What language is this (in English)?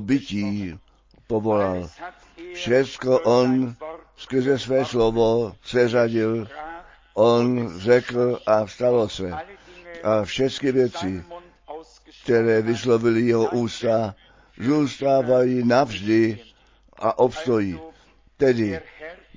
Czech